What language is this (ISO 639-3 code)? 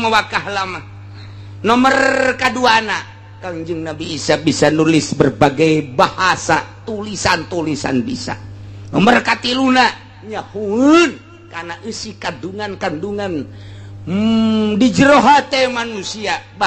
sun